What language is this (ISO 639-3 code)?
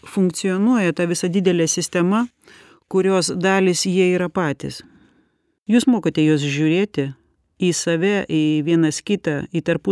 lit